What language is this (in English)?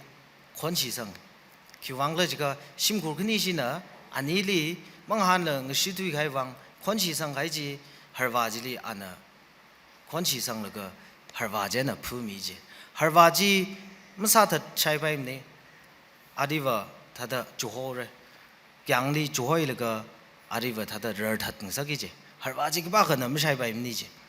Tangkhul Naga (India)